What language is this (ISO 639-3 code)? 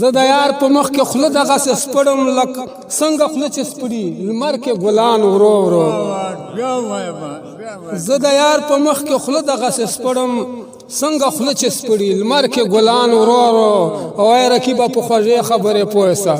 pus